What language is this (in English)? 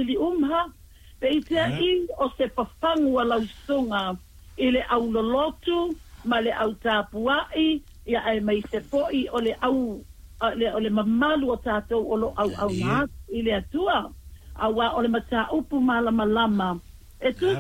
Samoan